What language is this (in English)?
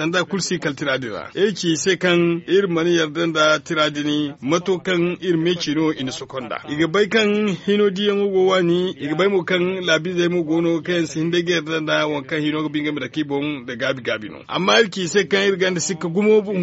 Zarma